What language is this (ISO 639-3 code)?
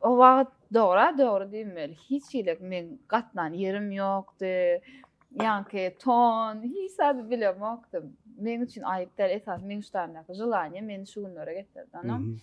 tuk